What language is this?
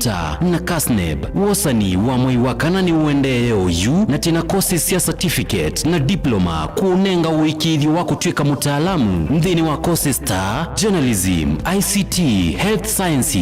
Kamba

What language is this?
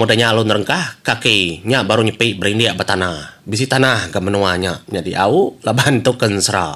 Iban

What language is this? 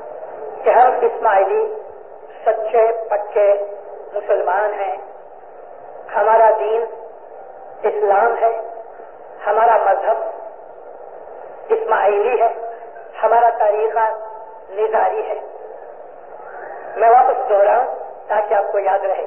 Urdu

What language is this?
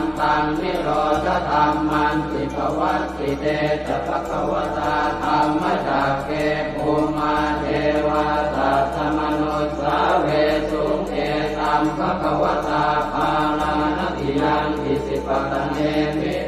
Pali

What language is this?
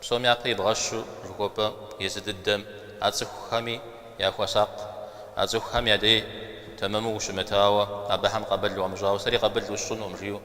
Kabardian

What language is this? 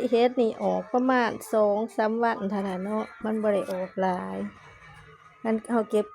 Lao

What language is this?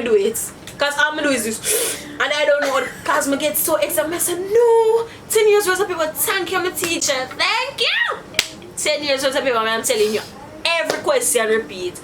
Jamaican Creole English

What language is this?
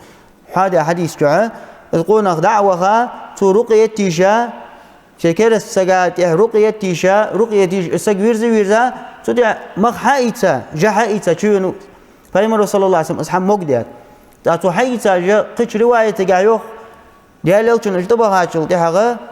Ingush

